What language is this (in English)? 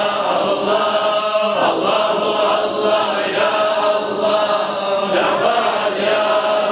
Kumyk